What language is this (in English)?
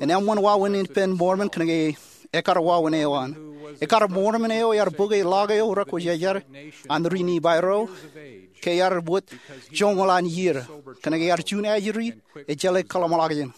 Marshallese